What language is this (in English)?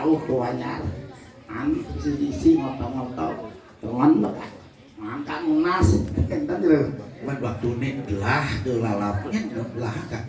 Balinese